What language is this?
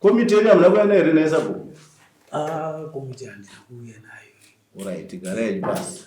Shona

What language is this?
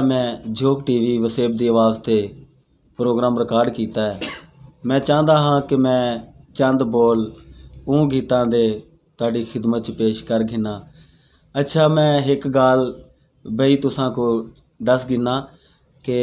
Saraiki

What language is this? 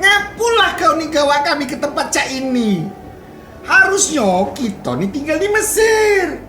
Musi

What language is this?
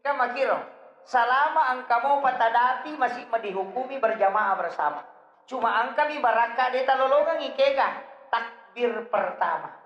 Buginese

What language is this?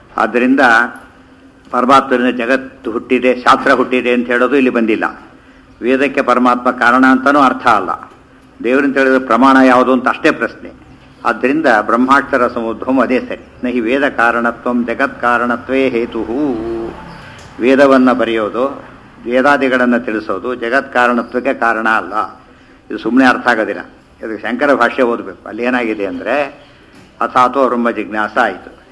Kannada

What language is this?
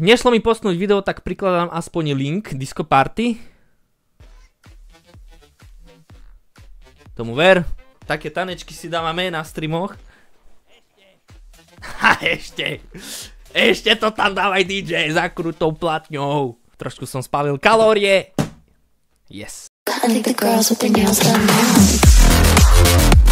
Slovak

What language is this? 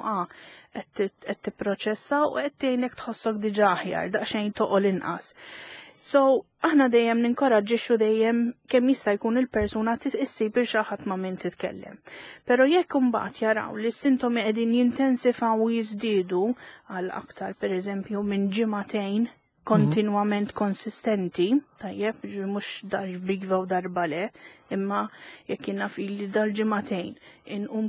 Maltese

